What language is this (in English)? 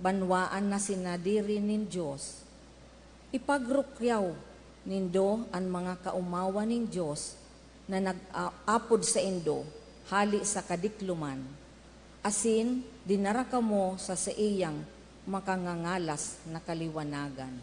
Bikol